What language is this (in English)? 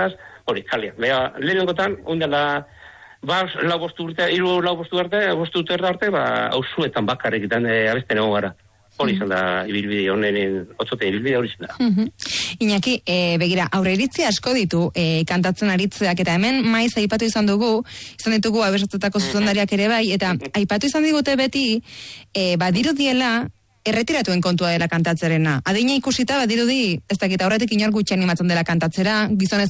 Basque